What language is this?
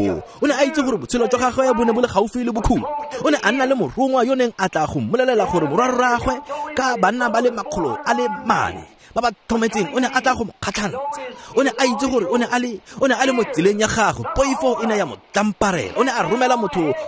Tswana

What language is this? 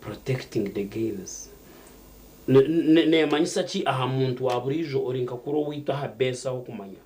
Nyankole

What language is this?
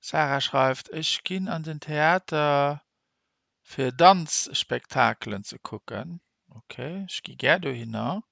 Luxembourgish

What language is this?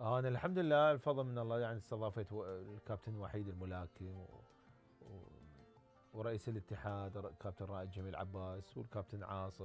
Mesopotamian Arabic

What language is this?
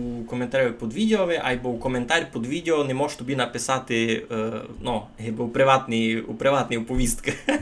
Rusyn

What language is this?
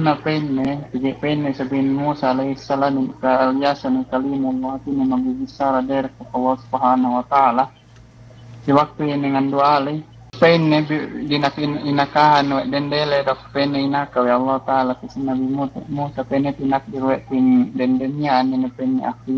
Yakan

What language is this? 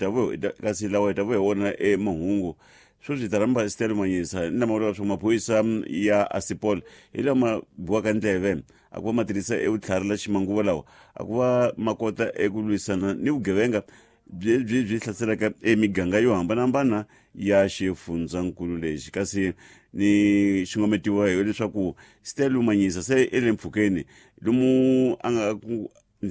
Tsonga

